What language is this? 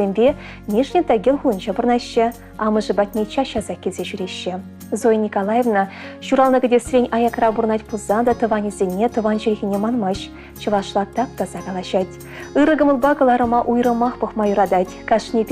Chuvash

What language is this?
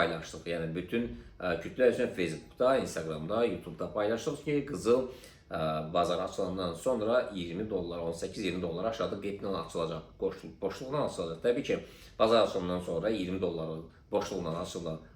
Azerbaijani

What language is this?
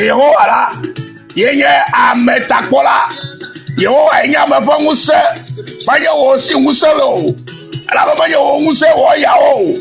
Ewe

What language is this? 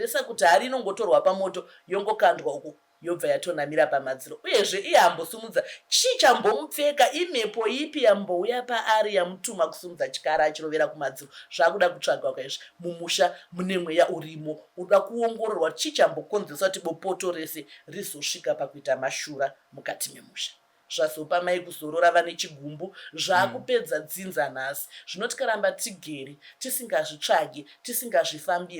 Shona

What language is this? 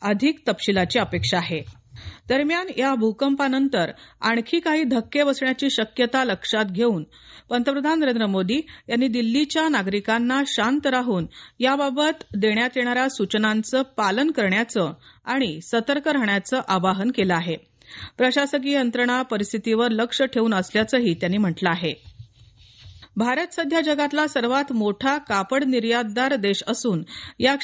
Marathi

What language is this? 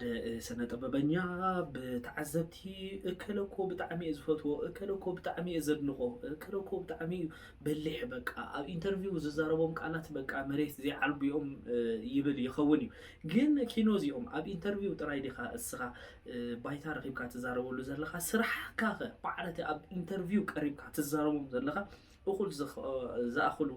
Tigrinya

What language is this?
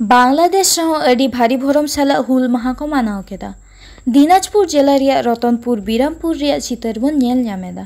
Santali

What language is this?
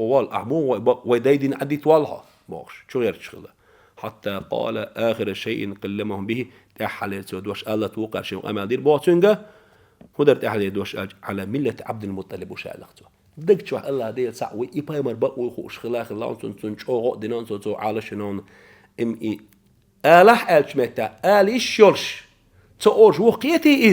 Chechen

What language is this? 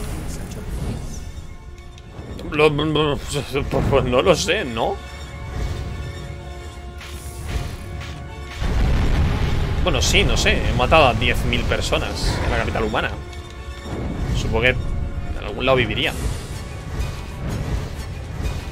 Spanish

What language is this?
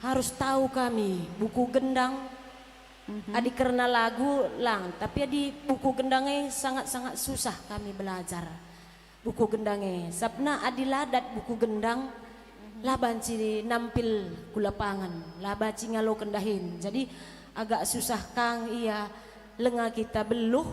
Batak Karo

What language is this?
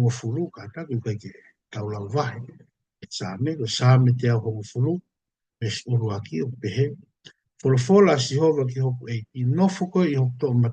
Tongan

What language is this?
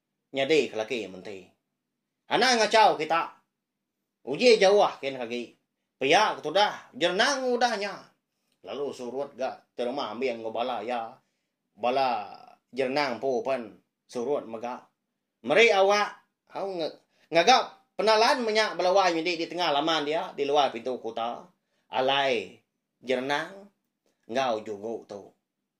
Iban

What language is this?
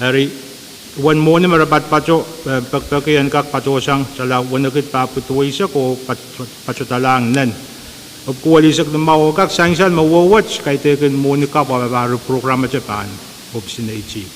Pohnpeian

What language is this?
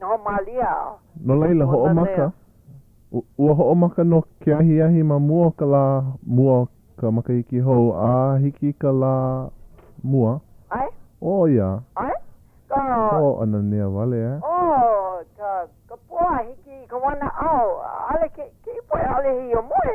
Hawaiian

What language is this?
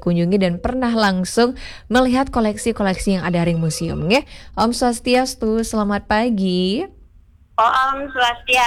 Balinese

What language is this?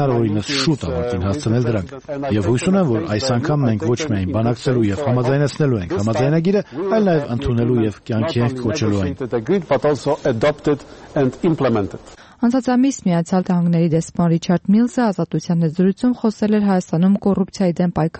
Armenian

